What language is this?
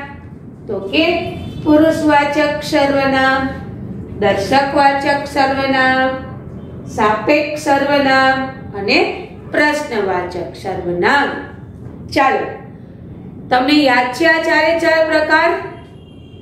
Gujarati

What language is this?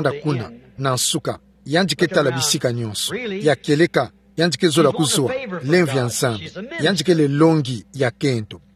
Kituba (Democratic Republic of Congo)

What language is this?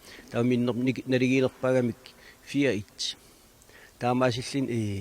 Kalaallisut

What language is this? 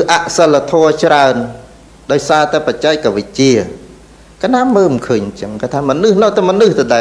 Khmer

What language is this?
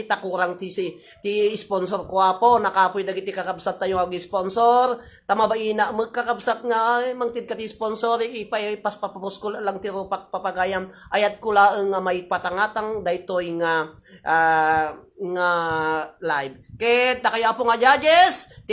Iloko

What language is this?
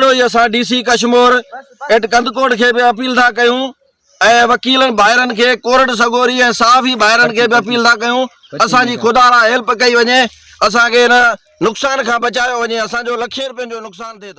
Sindhi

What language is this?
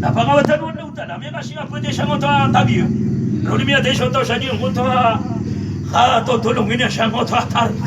Maranao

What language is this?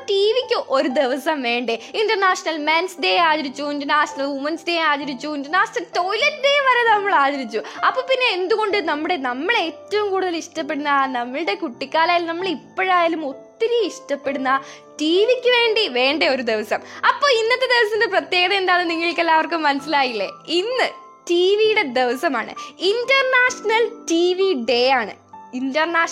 Malayalam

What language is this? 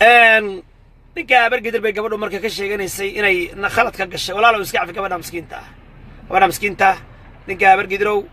Somali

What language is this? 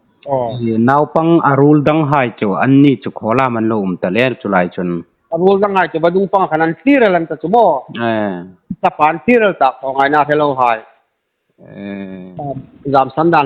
Hmar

